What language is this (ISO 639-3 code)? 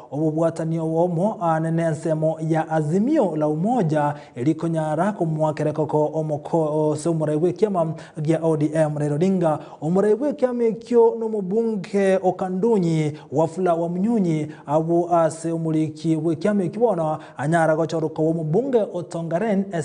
guz